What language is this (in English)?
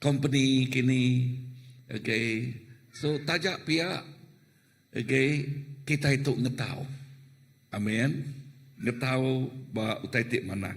Iban